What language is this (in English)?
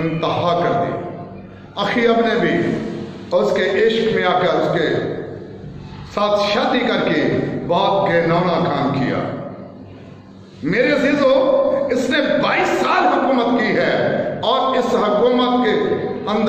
Urdu